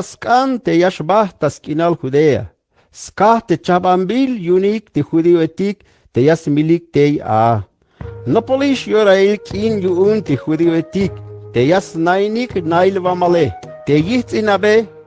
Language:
Tzeltal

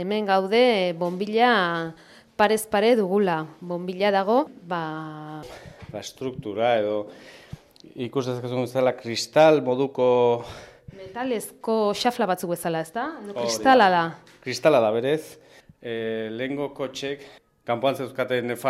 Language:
Basque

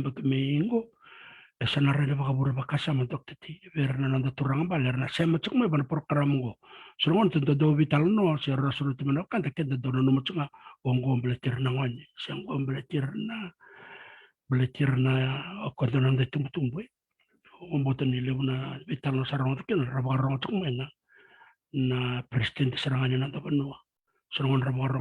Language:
Fijian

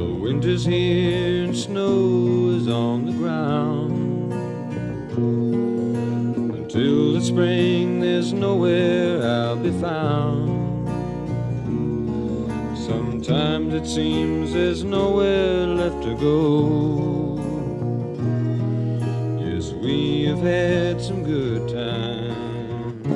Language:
English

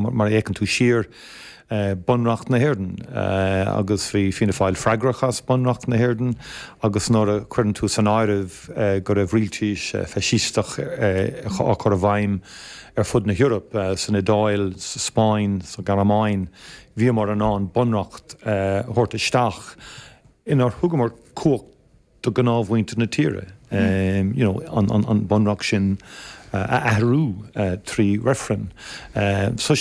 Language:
Irish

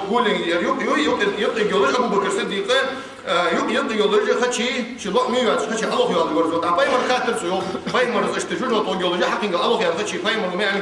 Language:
Ingush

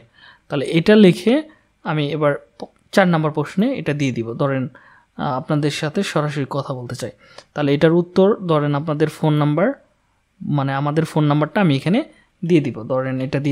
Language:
Bangla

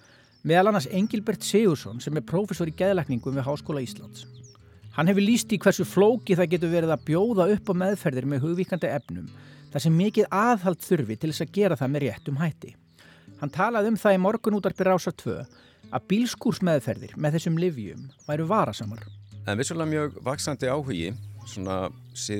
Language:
Icelandic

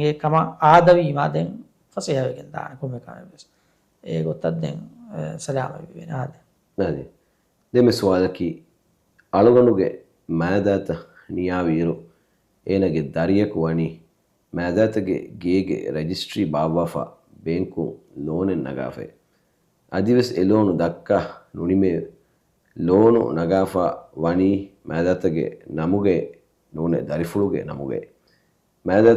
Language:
Divehi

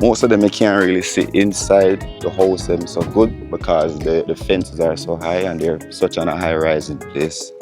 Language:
Jamaican Creole English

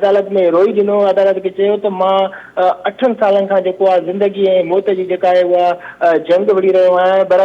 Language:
Sindhi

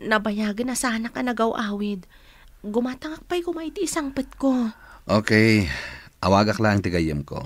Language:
Iloko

